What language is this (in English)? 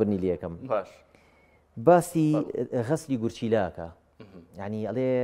Central Kurdish